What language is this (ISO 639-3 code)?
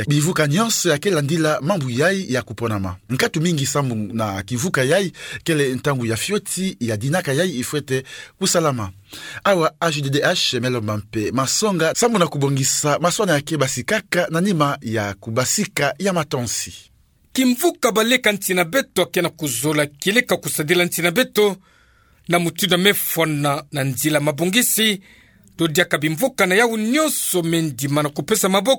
ktu